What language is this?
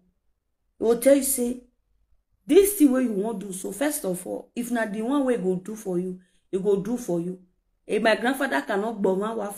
Nigerian Pidgin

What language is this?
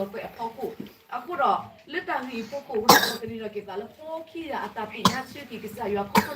S'gaw Karen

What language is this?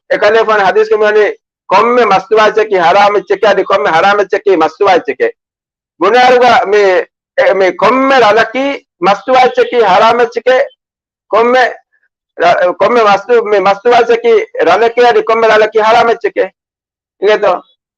Divehi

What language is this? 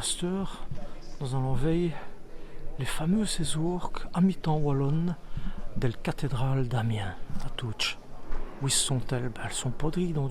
Walloon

